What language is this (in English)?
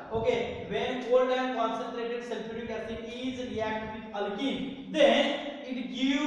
Marathi